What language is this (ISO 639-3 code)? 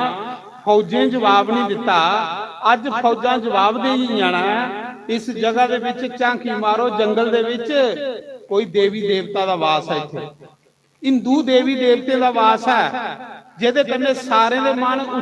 doi